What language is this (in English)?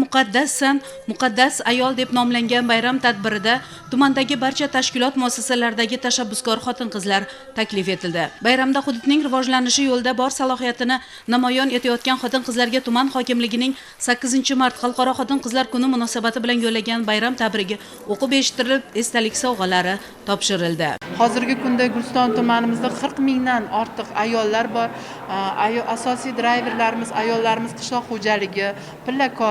Uzbek